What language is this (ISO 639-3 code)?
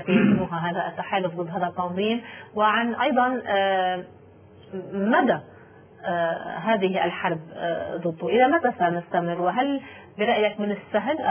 apc